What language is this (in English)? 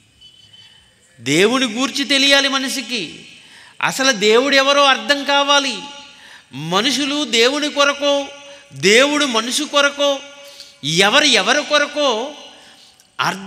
Telugu